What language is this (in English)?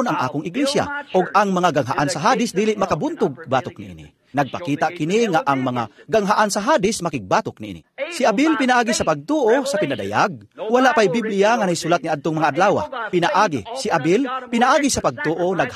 Cebuano